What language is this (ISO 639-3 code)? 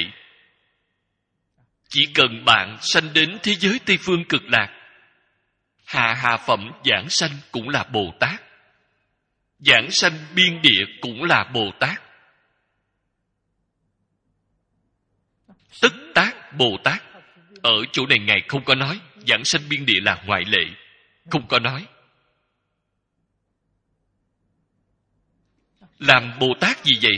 vie